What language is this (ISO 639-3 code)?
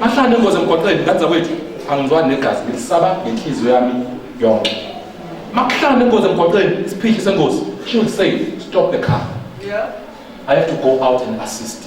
zul